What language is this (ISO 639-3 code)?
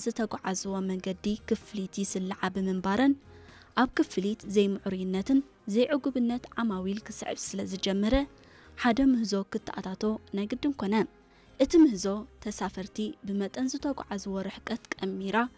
tir